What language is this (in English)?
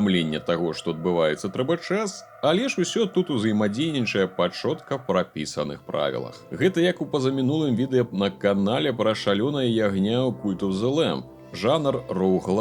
Belarusian